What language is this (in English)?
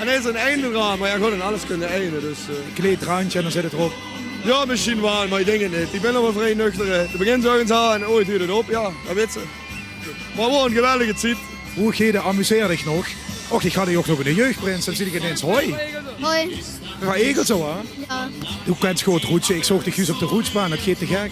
Limburgish